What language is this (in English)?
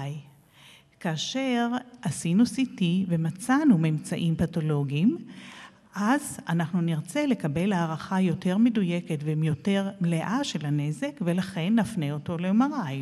Hebrew